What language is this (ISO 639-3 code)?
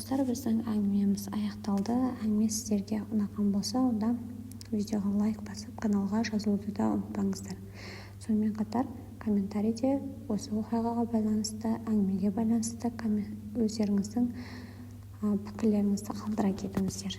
kaz